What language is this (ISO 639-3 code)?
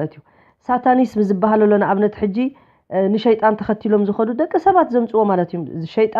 tir